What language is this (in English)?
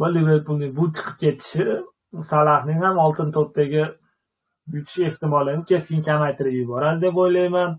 Uzbek